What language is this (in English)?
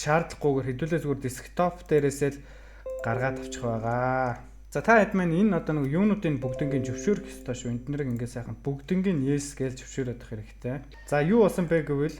Mongolian